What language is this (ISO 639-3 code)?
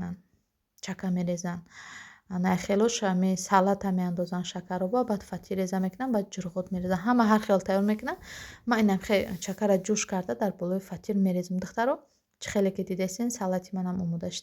tgk